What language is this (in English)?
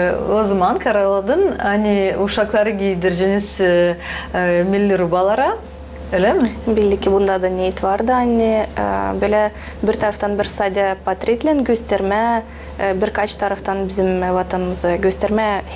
Gagauz